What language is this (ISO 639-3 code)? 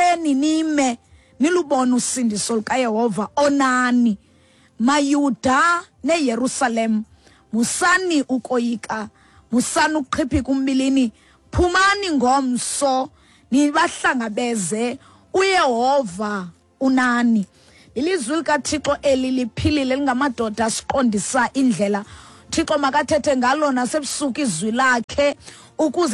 xho